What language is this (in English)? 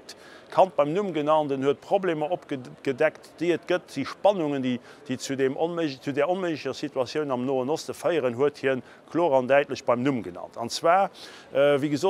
Luxembourgish